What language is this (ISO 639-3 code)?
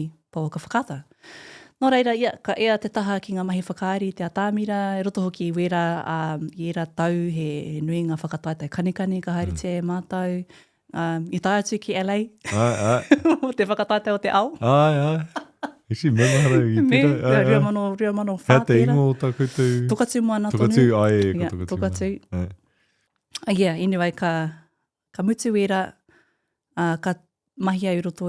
mri